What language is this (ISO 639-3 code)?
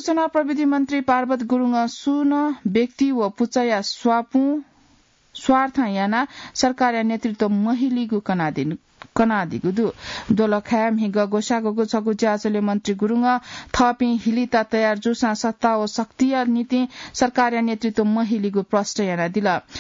new